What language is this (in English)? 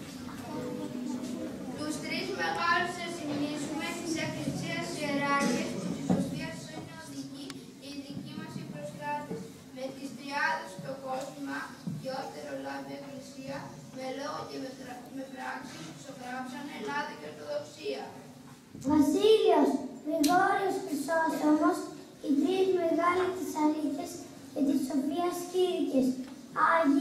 Greek